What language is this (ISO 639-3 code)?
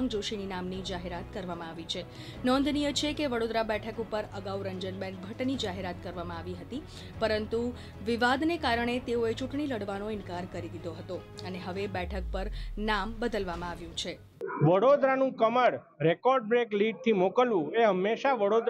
guj